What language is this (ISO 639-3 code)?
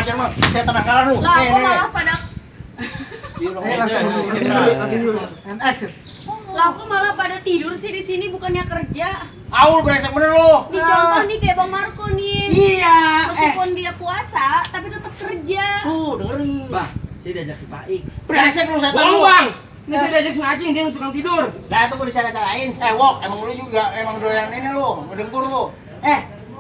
bew